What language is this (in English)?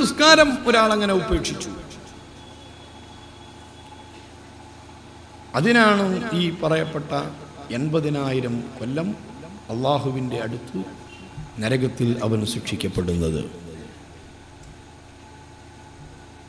Malayalam